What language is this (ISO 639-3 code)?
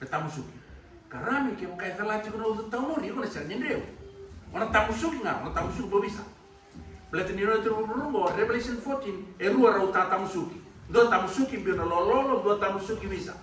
fij